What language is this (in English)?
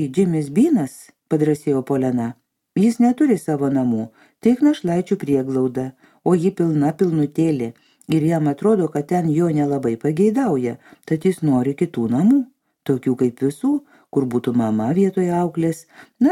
Lithuanian